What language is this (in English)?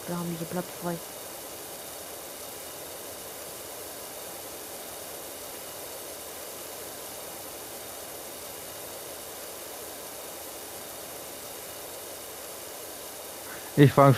German